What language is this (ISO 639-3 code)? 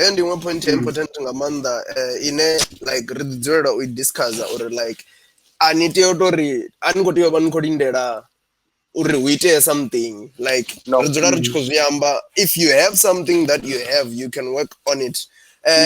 ven